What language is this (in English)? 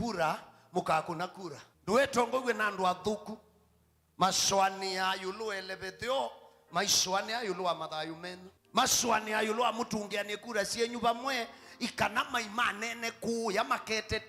Kamba